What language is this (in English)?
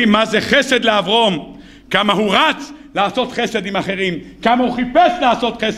Hebrew